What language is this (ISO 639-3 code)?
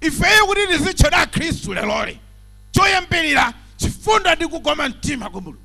nya